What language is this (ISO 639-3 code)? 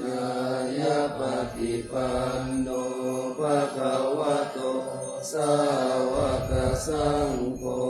pli